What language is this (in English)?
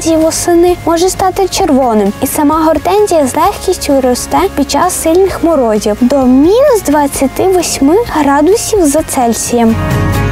Ukrainian